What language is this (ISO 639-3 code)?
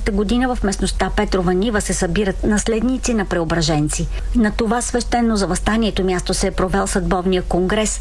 bul